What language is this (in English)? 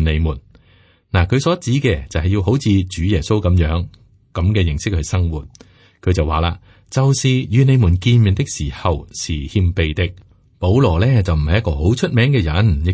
Cantonese